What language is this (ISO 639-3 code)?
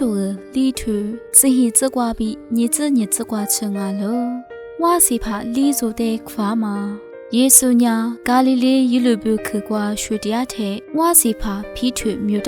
lis